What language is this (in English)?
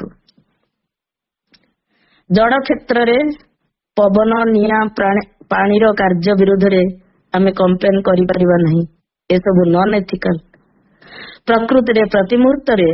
Odia